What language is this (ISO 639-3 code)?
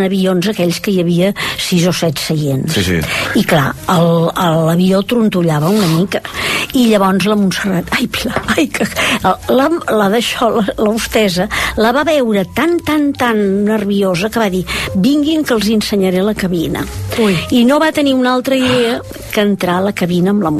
cat